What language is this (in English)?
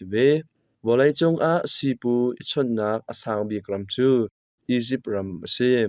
Hakha Chin